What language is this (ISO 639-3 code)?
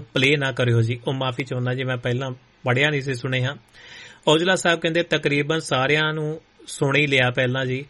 pan